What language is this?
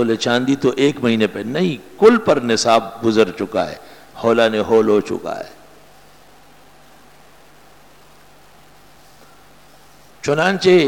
Urdu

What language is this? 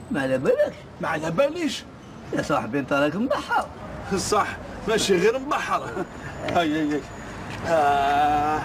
Algerian Arabic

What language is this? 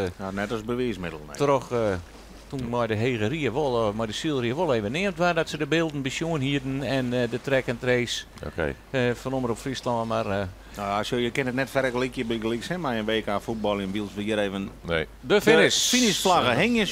Western Frisian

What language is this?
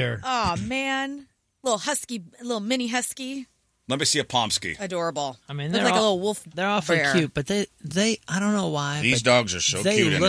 English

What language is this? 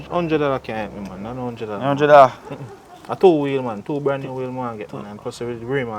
Jamaican Creole English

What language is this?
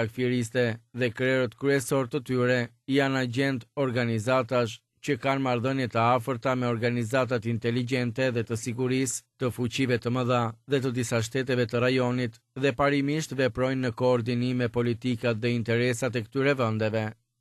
Albanian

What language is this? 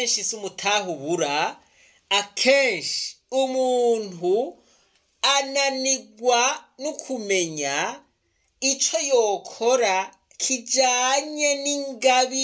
Rundi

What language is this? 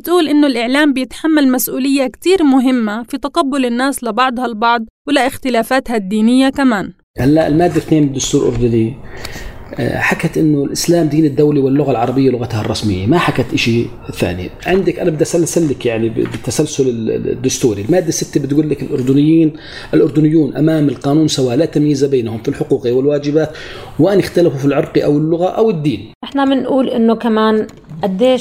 North Levantine Arabic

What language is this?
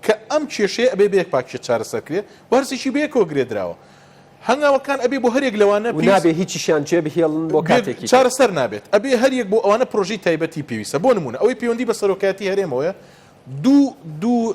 Central Kurdish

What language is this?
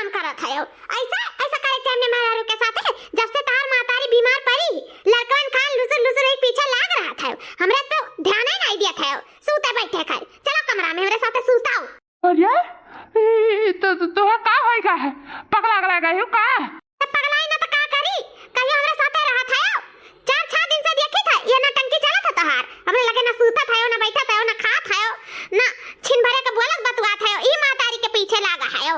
Awadhi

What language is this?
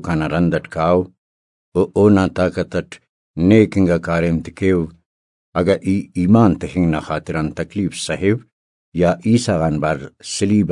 Brahui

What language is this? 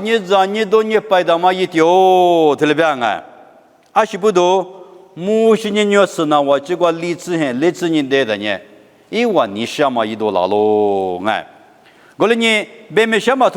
Lisu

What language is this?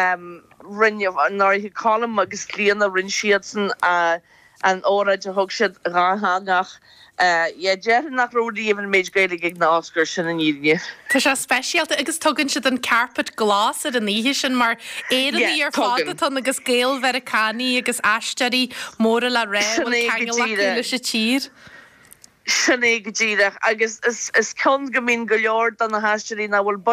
Irish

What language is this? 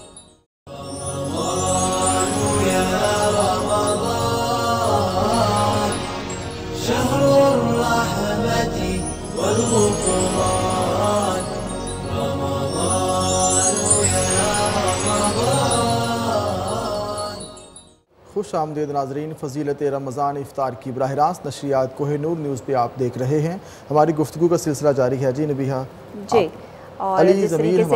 Urdu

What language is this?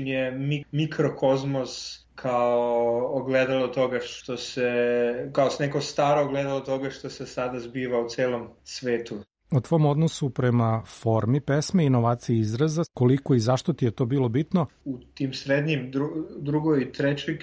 Serbian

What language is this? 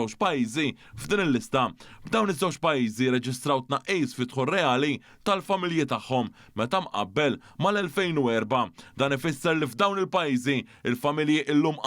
Maltese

